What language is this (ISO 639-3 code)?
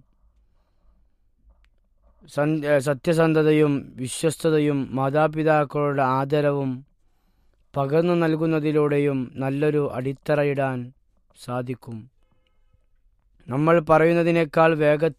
mal